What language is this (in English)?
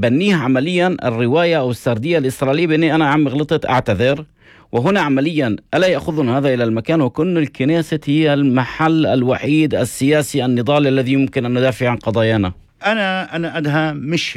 North Levantine Arabic